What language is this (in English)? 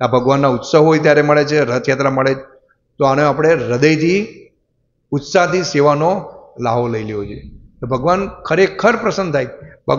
Gujarati